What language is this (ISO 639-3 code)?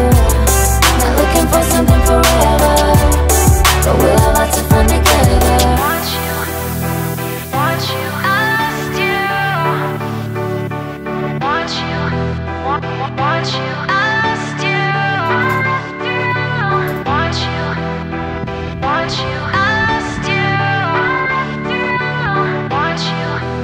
eng